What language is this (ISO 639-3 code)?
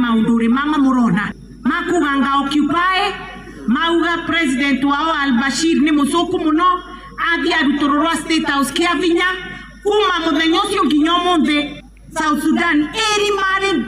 kik